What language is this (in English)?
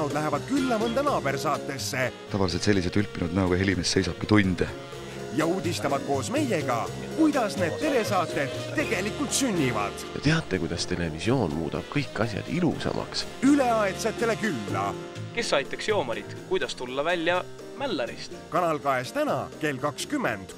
Estonian